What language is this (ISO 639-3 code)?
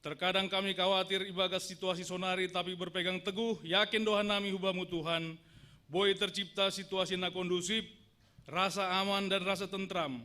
bts